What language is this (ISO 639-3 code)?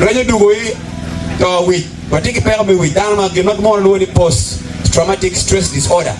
ach